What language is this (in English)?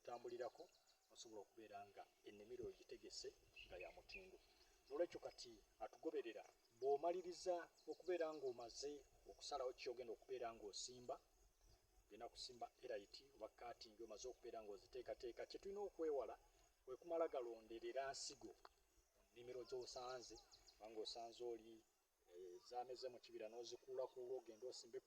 Ganda